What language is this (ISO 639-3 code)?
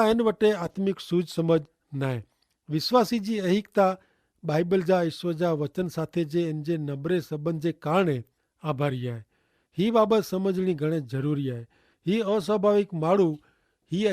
kfr